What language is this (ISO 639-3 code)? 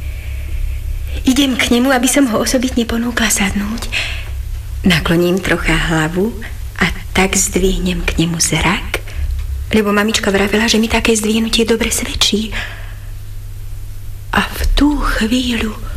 slk